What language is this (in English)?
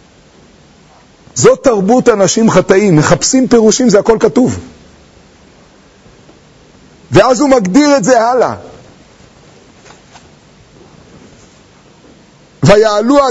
Hebrew